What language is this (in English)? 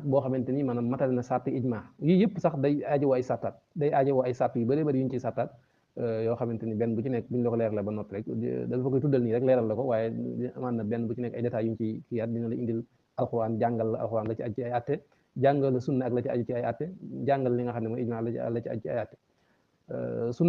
Wolof